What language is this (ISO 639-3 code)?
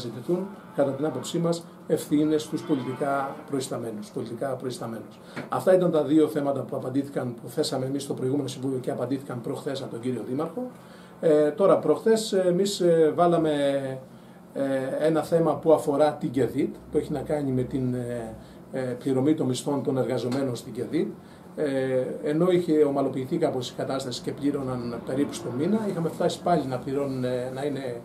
ell